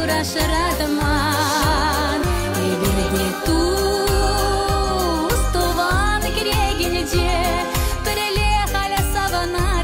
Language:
Chuvash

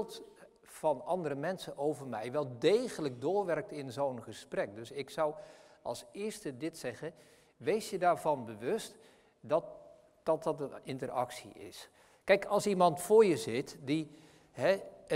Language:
Dutch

